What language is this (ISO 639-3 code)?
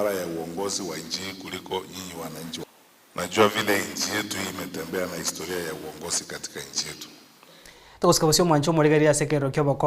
guz